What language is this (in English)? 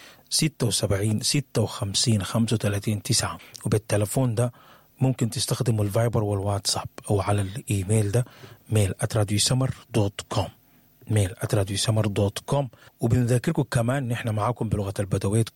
Sudanese Arabic